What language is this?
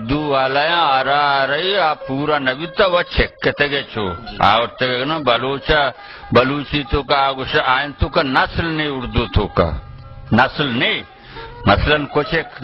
Baluchi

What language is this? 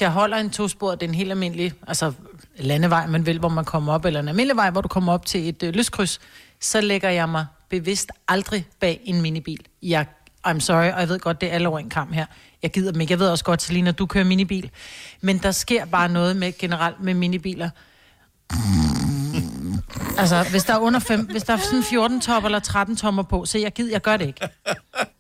Danish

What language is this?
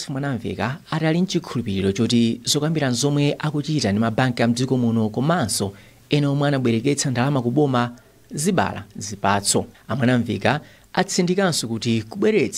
Nyanja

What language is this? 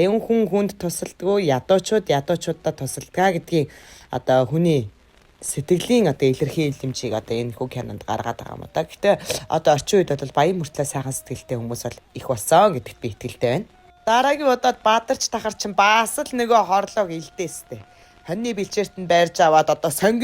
Mongolian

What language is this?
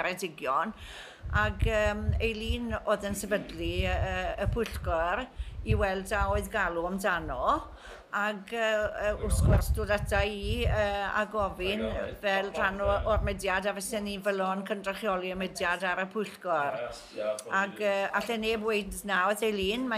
Welsh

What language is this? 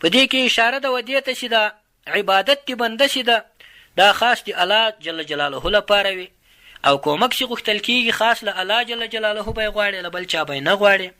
Pashto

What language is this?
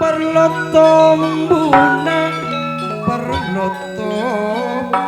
Madurese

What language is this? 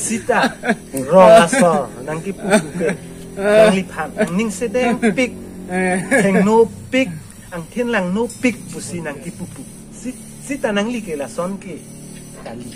Karbi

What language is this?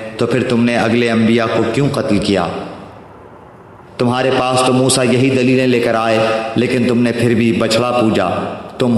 Urdu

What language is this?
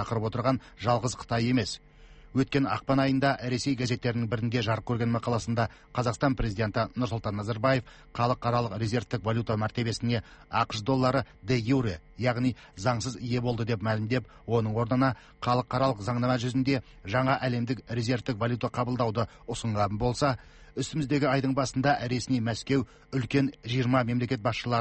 Kazakh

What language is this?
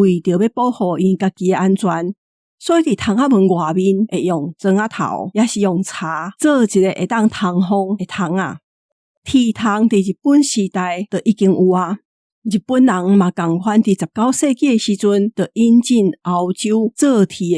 Min Nan Chinese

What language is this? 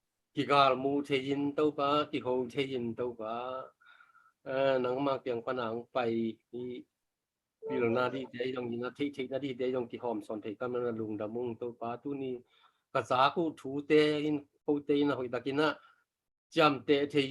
Tedim Chin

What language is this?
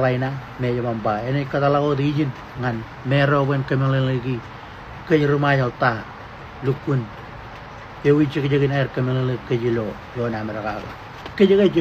Marshallese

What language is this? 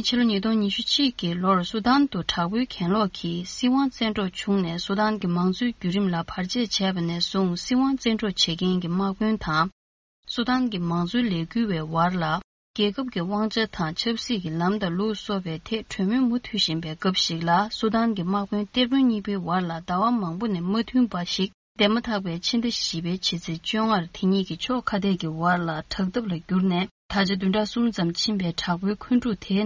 Tibetan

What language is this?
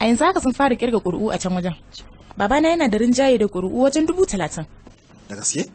Hausa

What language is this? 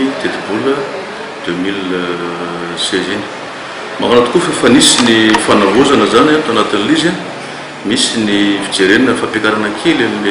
Malagasy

